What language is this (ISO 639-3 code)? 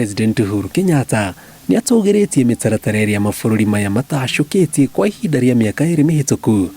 kik